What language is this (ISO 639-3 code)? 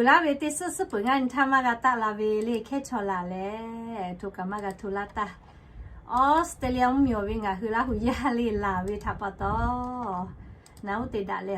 lhu